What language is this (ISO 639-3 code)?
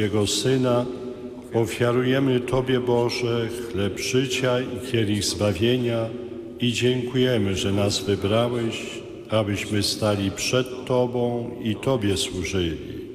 pol